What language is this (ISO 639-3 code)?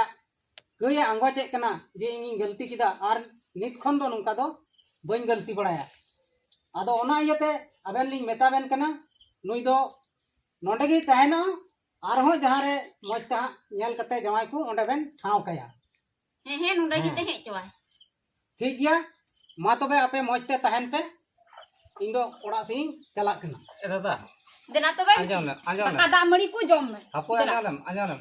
sat